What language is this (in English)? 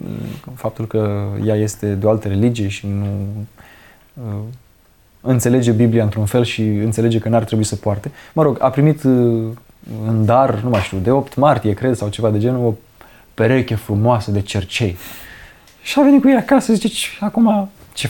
Romanian